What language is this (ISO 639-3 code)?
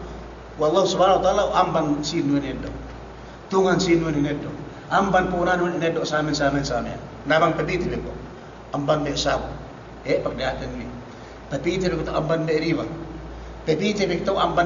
yka